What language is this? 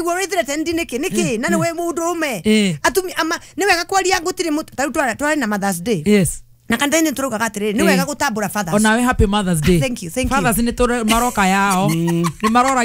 Kikuyu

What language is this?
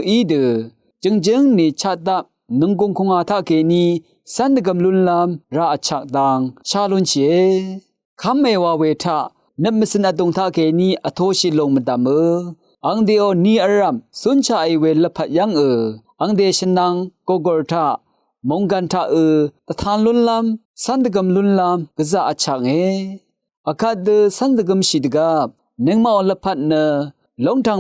Rawang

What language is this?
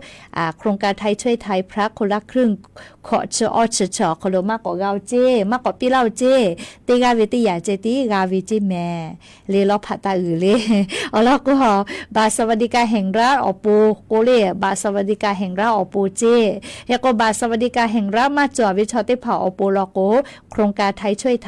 Lahu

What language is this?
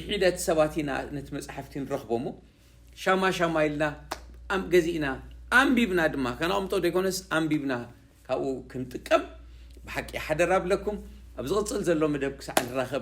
Tigrinya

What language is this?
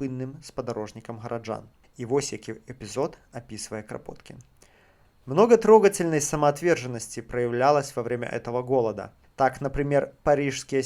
Belarusian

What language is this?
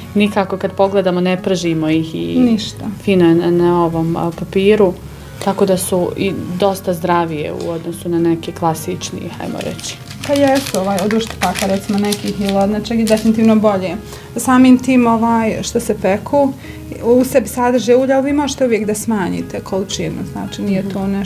Bosnian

